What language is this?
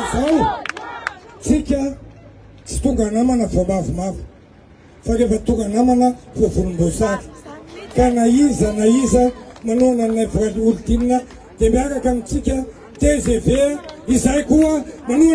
Malagasy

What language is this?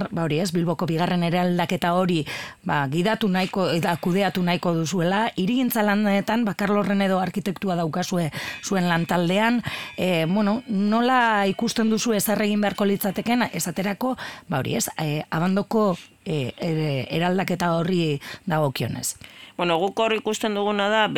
Basque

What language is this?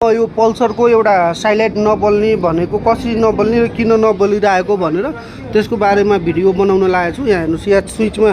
Nepali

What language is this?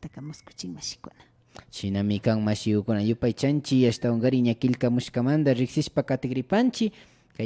Imbabura Highland Quichua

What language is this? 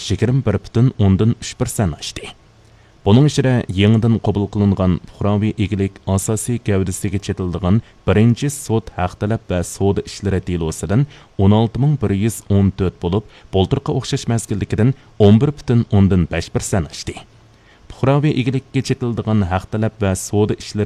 Uyghur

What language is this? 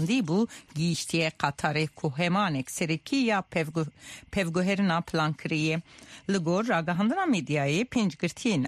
Kurdish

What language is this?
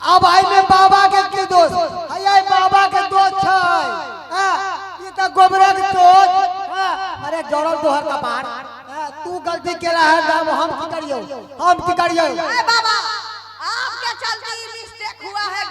Maithili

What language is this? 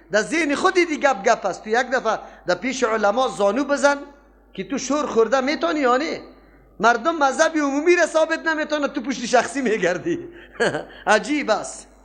Persian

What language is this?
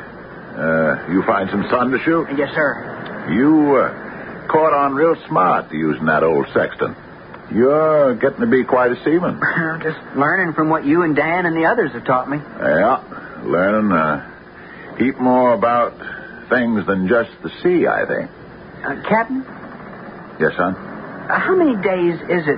English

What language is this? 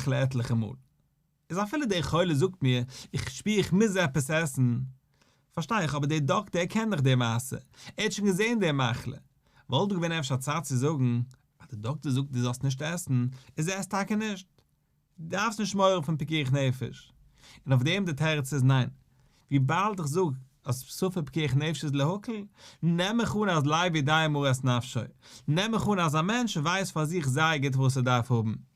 Yiddish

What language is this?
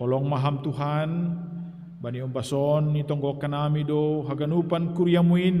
Batak Simalungun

